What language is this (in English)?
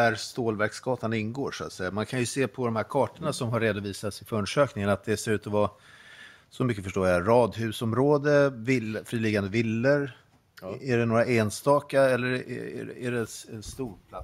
Swedish